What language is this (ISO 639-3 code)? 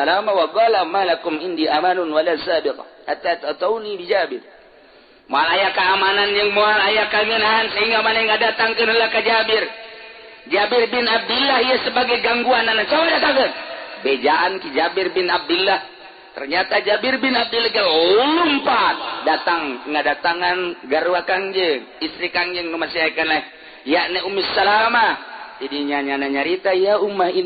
sun